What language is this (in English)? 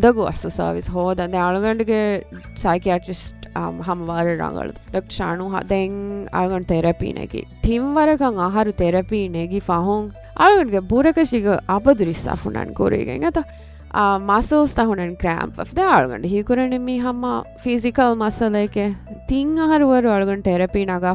Divehi